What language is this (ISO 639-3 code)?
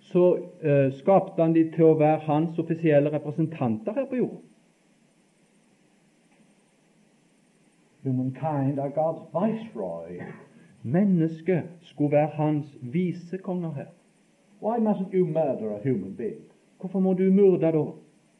nor